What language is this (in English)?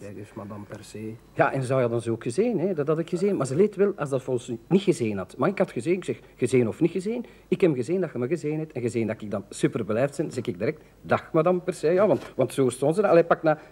Dutch